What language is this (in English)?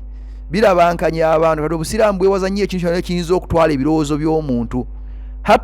Ganda